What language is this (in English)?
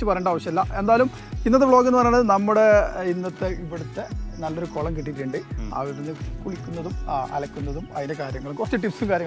Malayalam